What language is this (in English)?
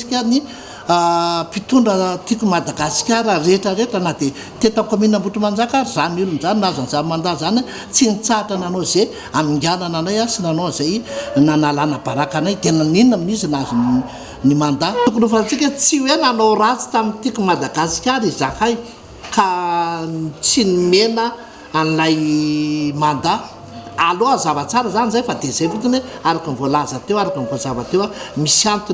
Malagasy